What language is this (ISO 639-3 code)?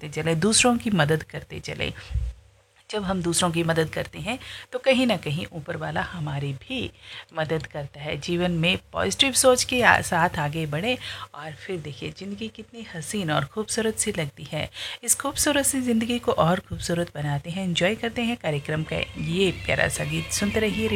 hin